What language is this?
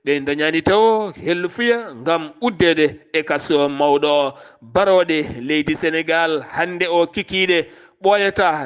Fula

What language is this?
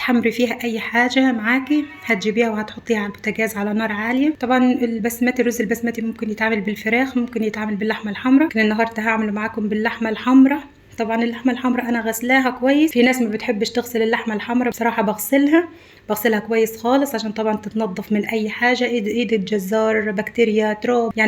Egyptian Arabic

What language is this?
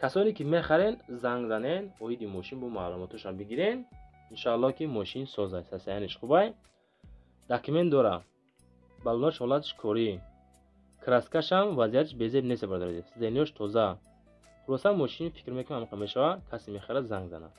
Tajik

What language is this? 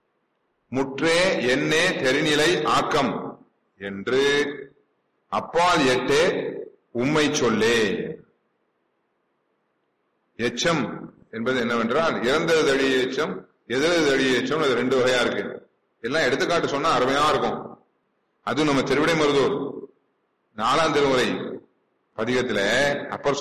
Tamil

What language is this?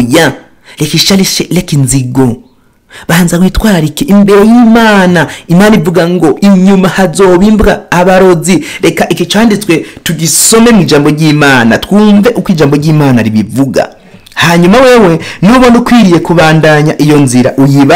Rundi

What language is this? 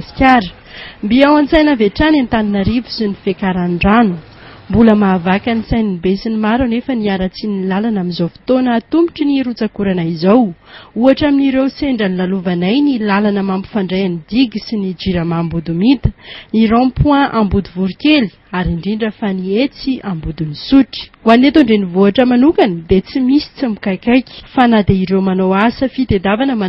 Malagasy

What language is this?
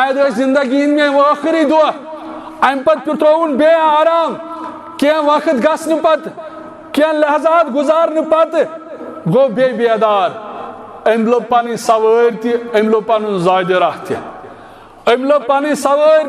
Kashmiri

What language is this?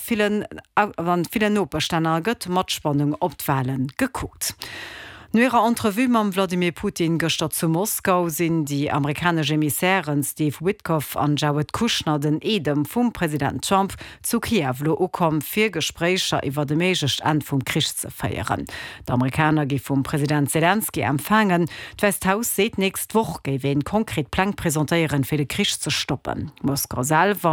Luxembourgish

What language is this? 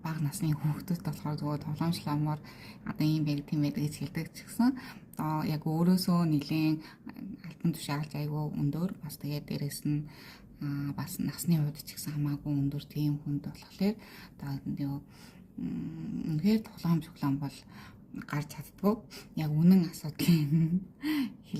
Mongolian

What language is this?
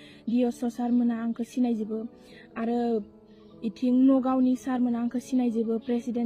Bodo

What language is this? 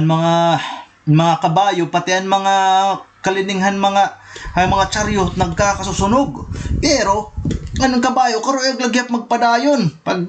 Waray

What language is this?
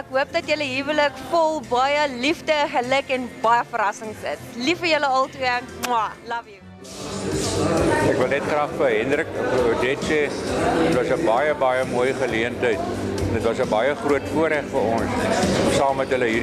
Afrikaans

